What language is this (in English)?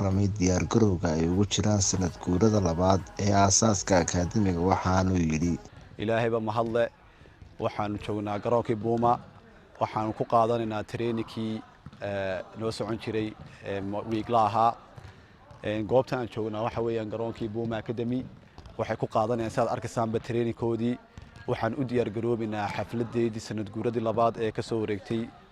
Somali